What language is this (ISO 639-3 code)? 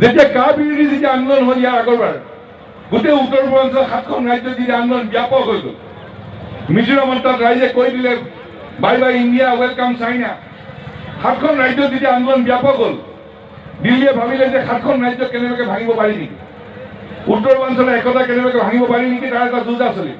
asm